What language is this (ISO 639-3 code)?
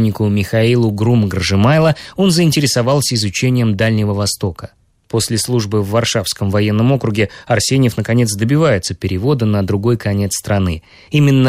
rus